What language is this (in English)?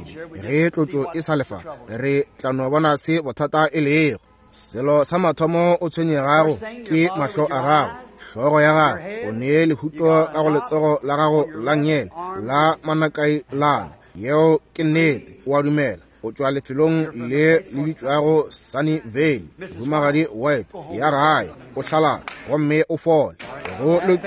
Northern Sotho